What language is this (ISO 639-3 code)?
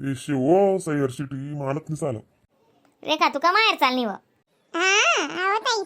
khn